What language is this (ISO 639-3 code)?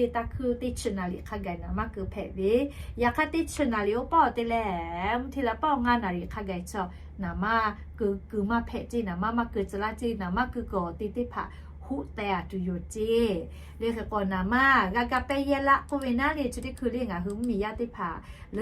lhu